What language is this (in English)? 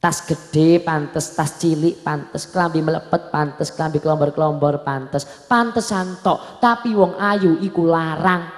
Javanese